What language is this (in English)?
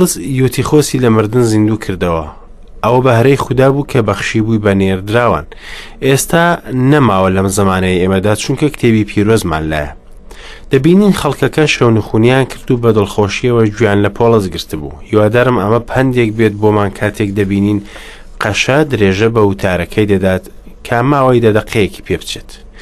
Central Kurdish